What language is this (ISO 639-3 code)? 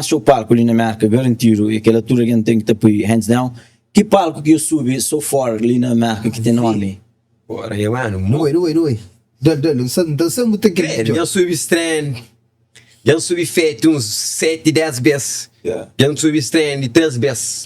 kea